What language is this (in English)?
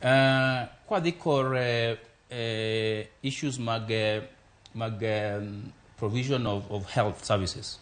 Luo (Kenya and Tanzania)